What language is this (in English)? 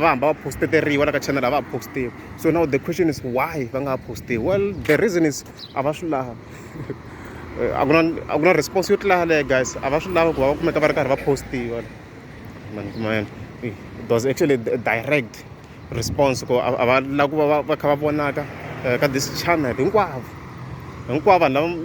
Tsonga